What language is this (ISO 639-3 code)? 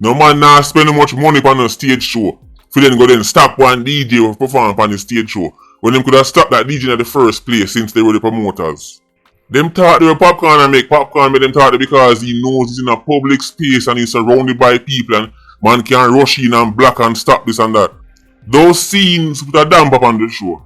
jam